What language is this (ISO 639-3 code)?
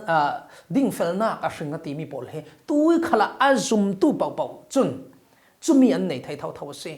cfm